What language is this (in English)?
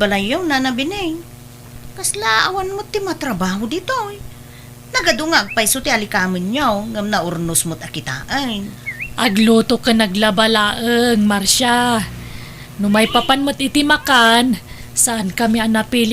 Iloko